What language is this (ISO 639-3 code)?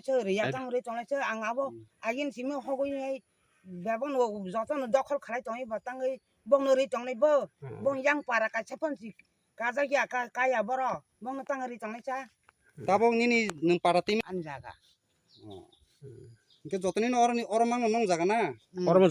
trp